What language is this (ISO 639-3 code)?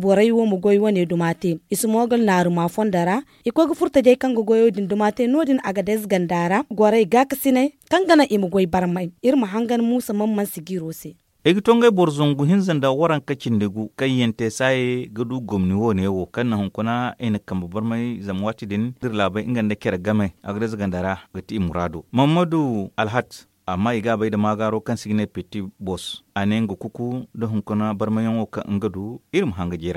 dje